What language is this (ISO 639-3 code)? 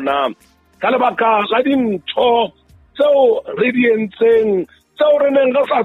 sot